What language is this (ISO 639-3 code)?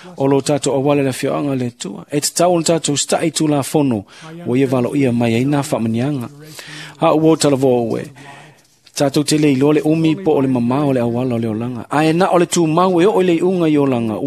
smo